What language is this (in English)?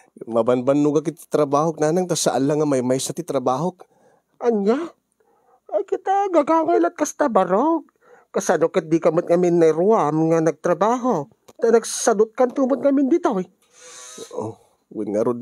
Iloko